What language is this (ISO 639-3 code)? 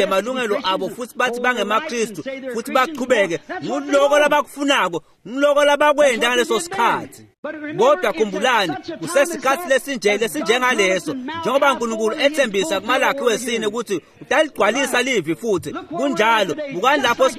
ssw